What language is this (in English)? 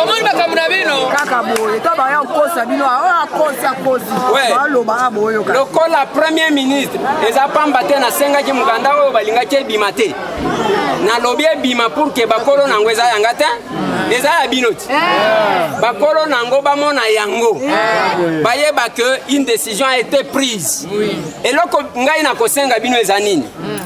Lingala